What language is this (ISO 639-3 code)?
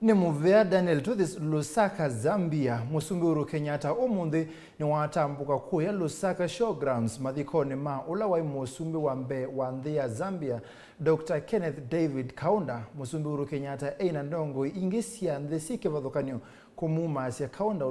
kam